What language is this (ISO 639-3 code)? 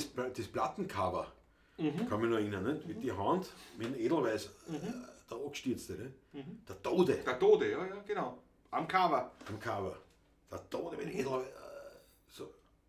bar